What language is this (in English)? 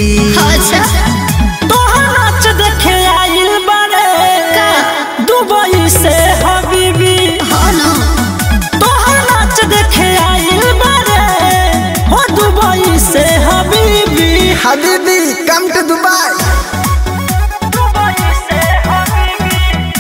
Bhojpuri